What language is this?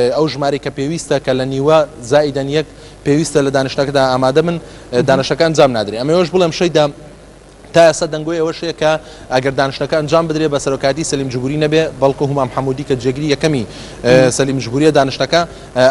Central Kurdish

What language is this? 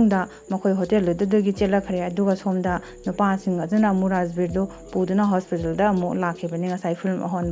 Manipuri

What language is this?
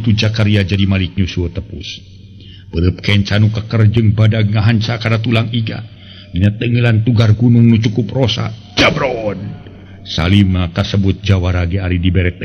Sundanese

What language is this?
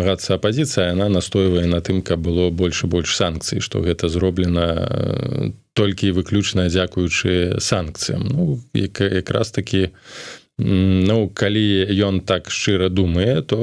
Belarusian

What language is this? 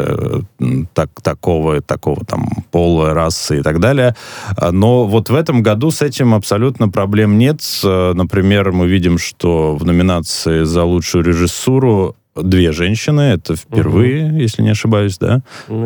Russian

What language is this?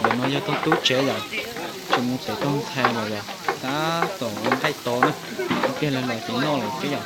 Hmong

